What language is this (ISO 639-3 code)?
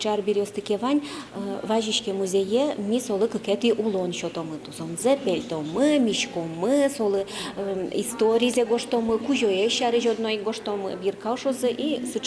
udm